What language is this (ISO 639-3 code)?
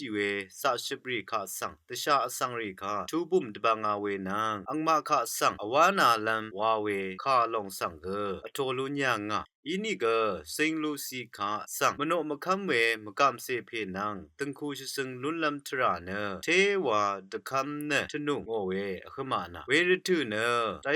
raw